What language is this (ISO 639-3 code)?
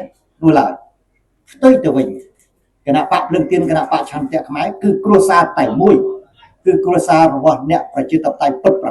khm